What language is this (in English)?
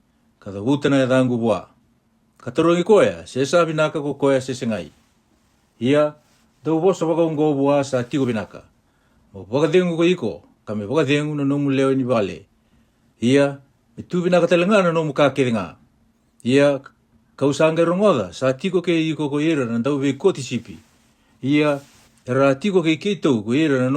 Fijian